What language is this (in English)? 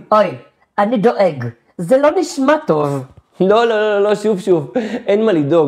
Hebrew